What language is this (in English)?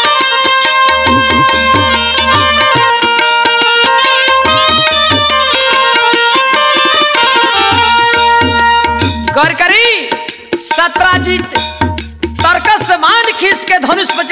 Bhojpuri